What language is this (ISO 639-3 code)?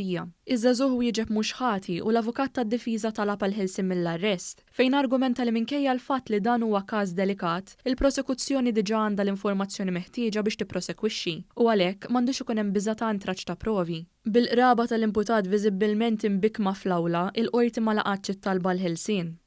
mlt